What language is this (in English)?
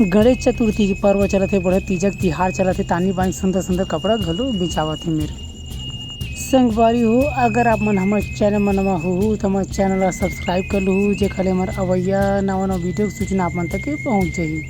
Chhattisgarhi